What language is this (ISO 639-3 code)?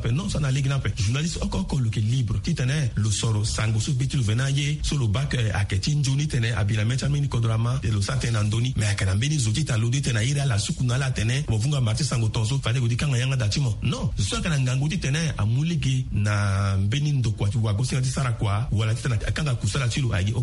sag